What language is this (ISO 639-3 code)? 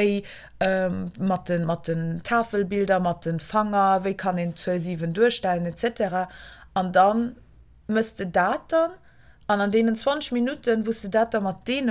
ltz